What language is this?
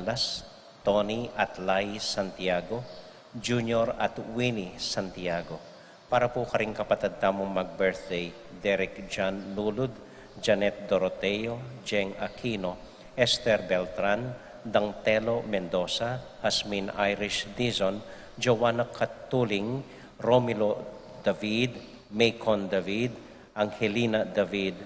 Pampanga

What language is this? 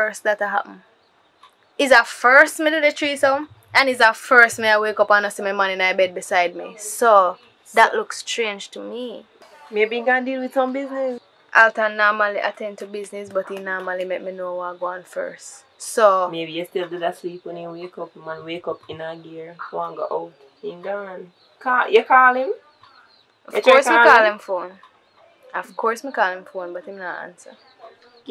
Jamaican Creole English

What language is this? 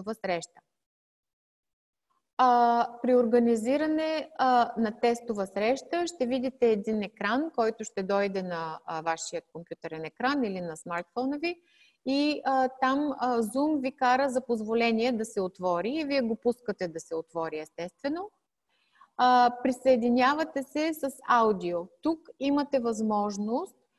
Bulgarian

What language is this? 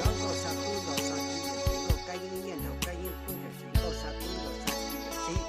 Hmong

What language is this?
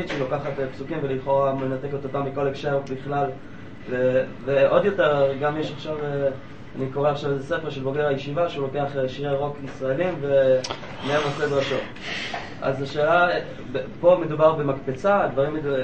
Hebrew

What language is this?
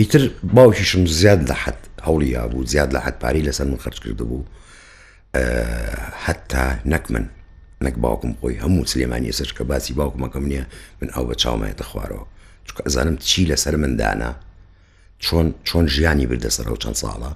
Central Kurdish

